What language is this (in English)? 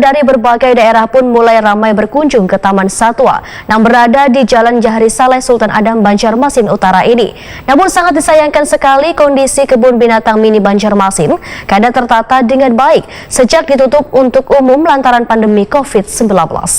Banjar